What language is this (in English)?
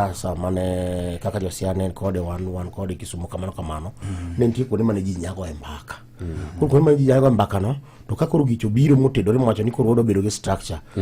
Luo (Kenya and Tanzania)